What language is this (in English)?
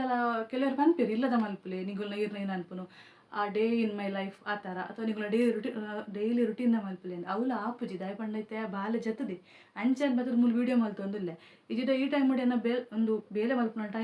Tulu